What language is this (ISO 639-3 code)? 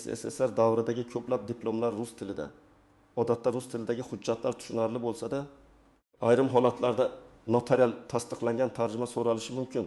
uzb